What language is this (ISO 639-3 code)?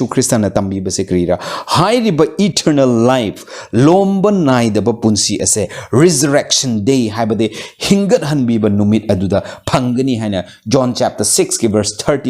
mni